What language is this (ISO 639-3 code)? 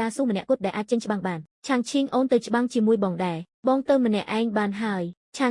khm